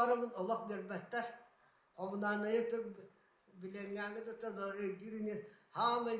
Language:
Yakut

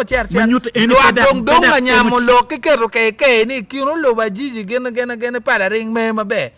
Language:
Acoli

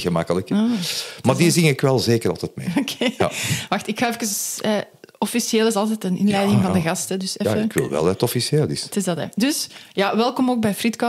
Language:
Dutch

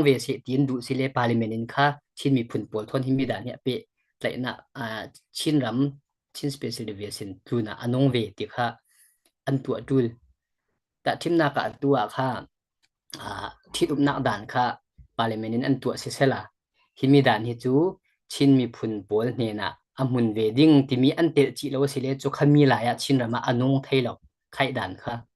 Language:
Falam Chin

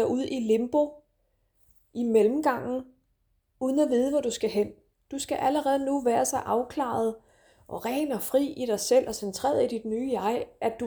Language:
Danish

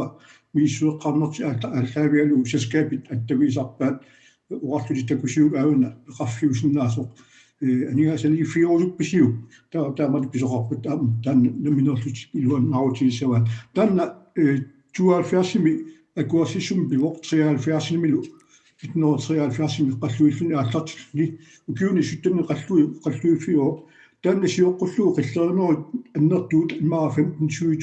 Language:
Kalaallisut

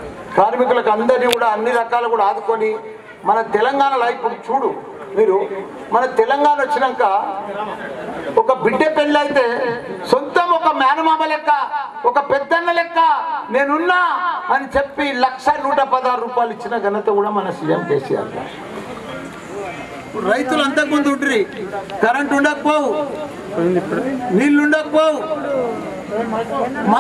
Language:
Telugu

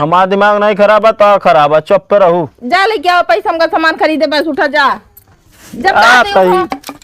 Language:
Awadhi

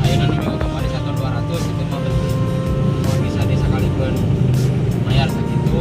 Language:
Sundanese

